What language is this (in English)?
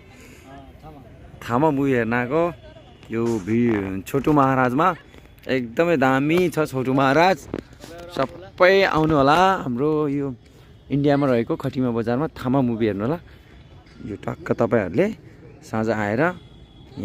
Nepali